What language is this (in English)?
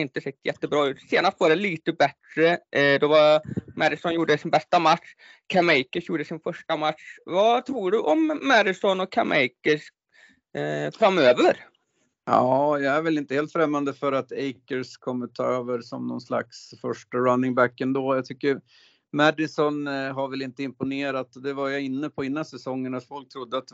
Swedish